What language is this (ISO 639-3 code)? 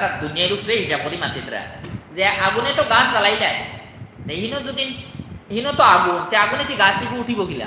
syl